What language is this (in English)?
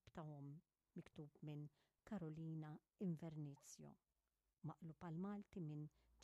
Maltese